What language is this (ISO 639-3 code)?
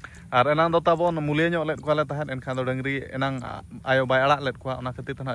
sat